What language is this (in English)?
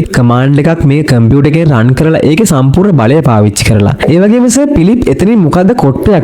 Sinhala